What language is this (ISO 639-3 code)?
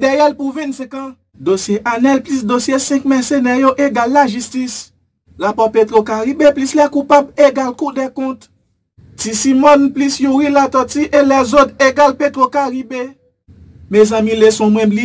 hat